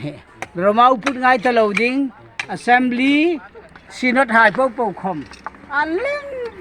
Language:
Hmar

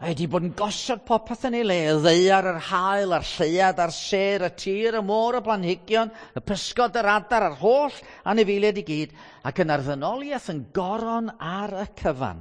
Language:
Welsh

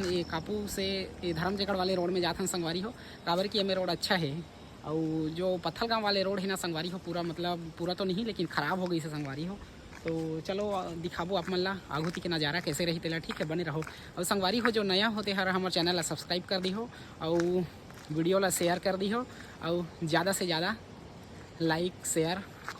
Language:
Chhattisgarhi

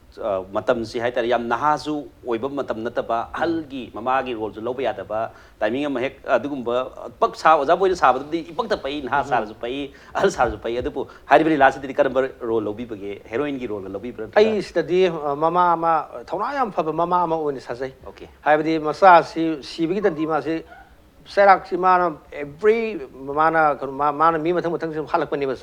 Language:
Manipuri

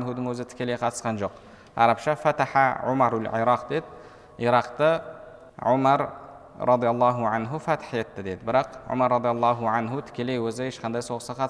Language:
Kazakh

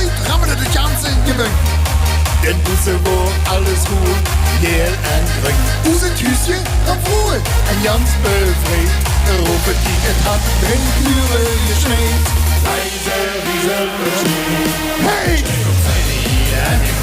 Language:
Limburgish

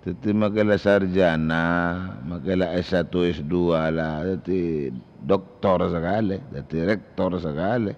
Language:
Madurese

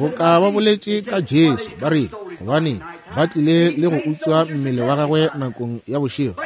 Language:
Northern Sotho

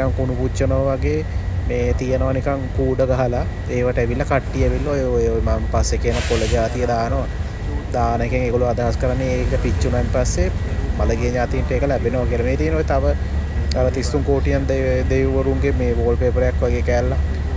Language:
Sinhala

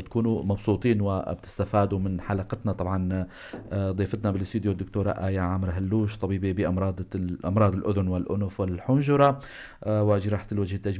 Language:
North Levantine Arabic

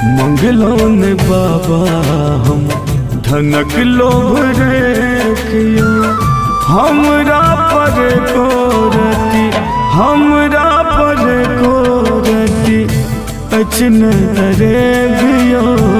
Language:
Maithili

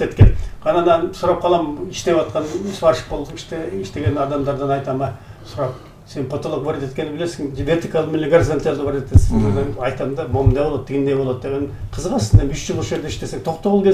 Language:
Kyrgyz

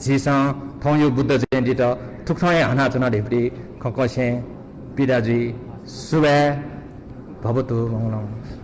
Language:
Newari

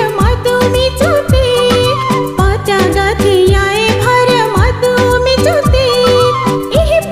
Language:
Newari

